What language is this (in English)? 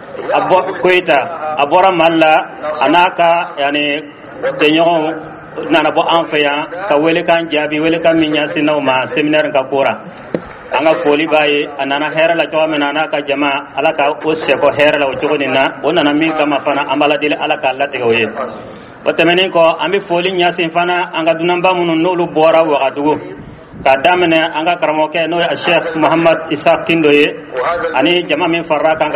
Dyula